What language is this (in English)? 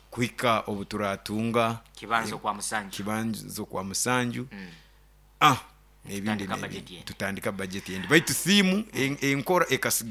Nyoro